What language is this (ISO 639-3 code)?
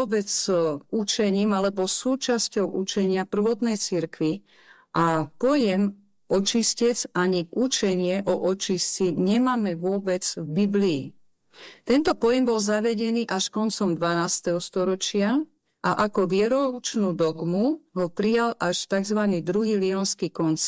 slk